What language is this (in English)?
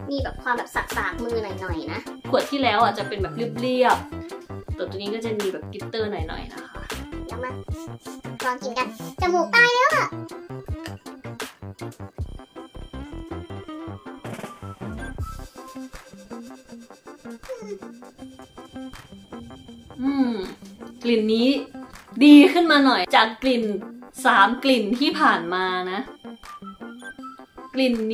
Thai